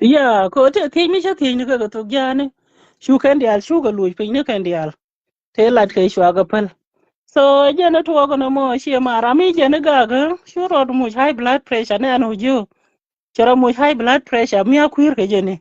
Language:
Nuer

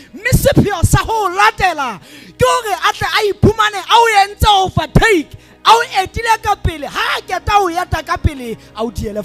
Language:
Southern Sotho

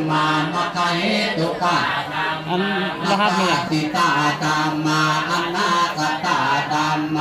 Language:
Pali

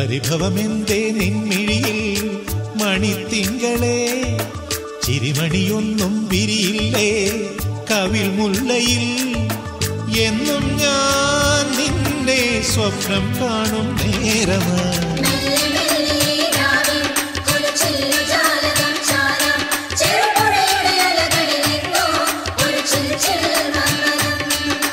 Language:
Malayalam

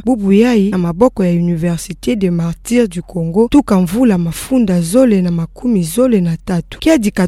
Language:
Kituba (Democratic Republic of Congo)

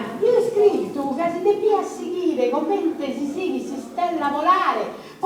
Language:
Sardinian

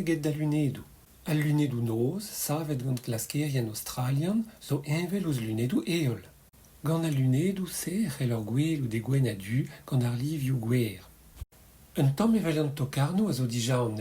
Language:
Breton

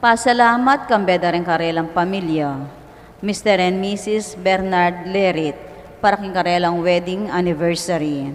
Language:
Pampanga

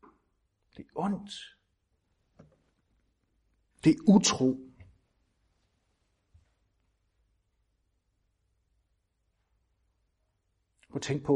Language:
Danish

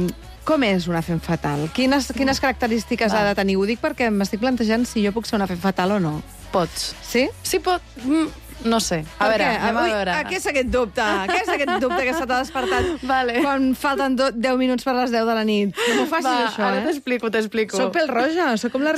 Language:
Catalan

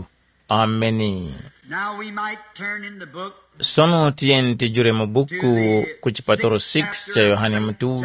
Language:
Tumbuka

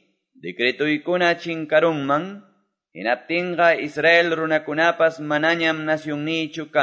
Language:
Quechua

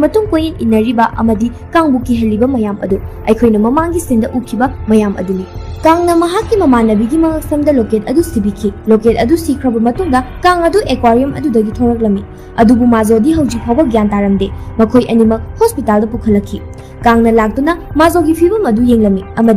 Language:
Manipuri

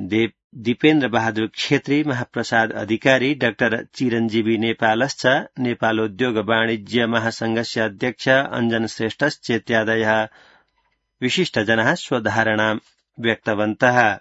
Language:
Sanskrit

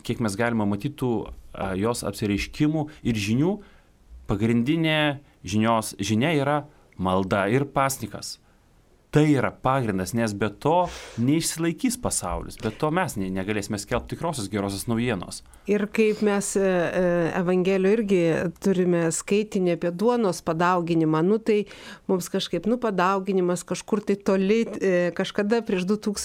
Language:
Lithuanian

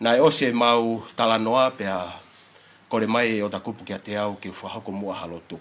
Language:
Tongan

